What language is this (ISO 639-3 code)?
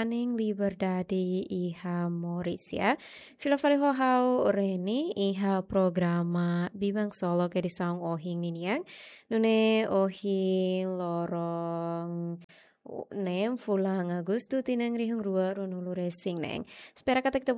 tet